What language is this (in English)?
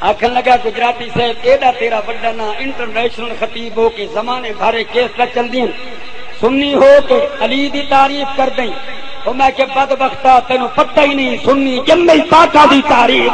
Saraiki